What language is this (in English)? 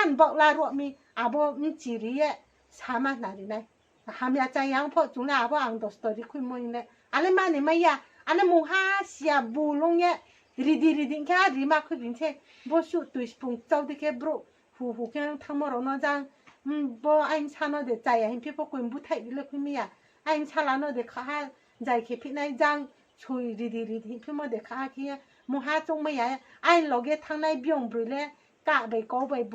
Riang (India)